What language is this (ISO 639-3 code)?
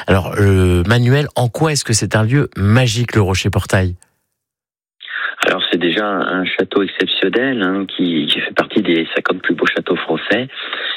fra